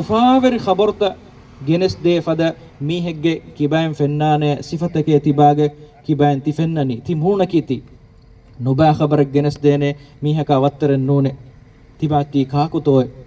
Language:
Divehi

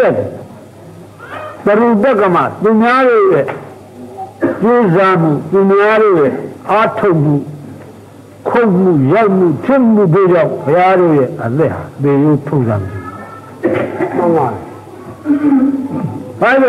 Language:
Burmese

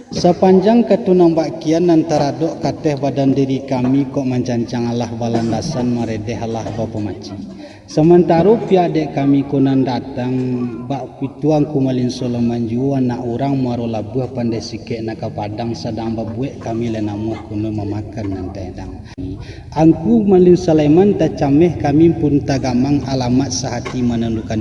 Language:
Minangkabau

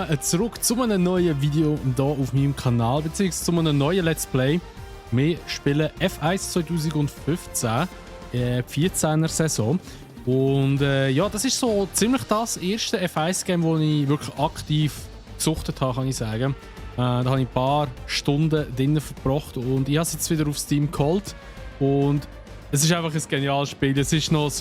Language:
Swiss German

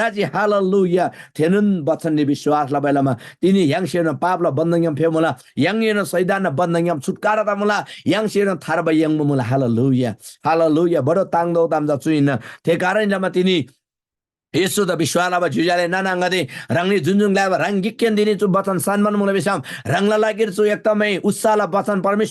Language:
Eastern Tamang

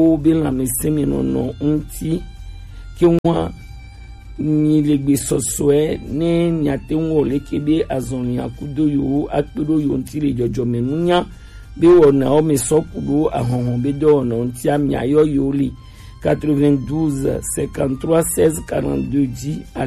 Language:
Gen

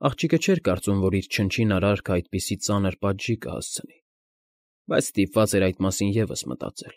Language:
Armenian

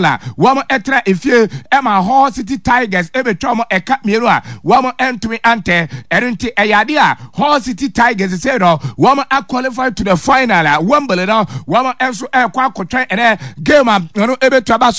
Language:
Akan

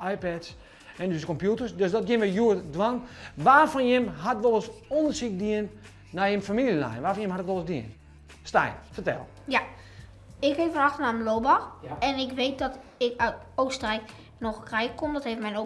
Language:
Western Frisian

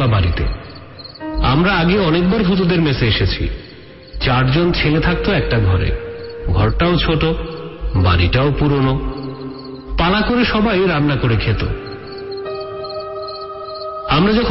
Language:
Bangla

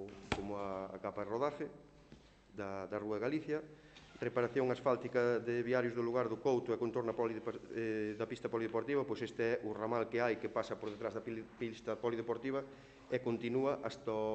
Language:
Galician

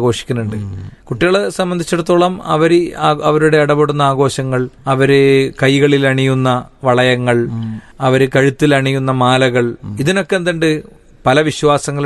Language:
Malayalam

